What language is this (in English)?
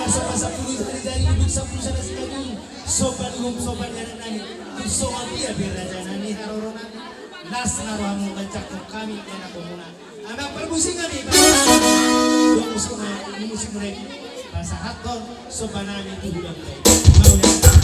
Batak Toba